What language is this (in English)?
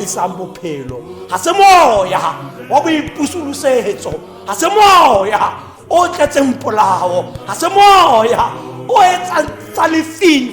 Tswana